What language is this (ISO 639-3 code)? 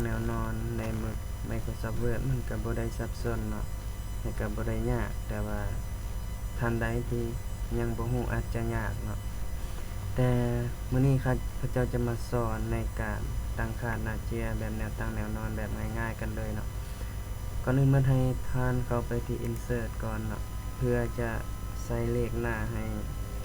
lao